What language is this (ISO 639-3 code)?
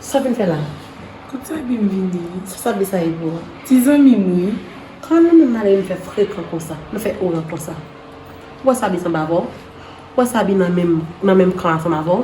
hat